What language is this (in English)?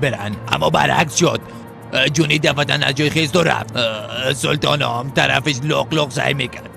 Persian